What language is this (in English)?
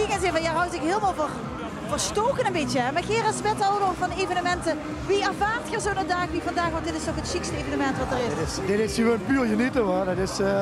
Limburgish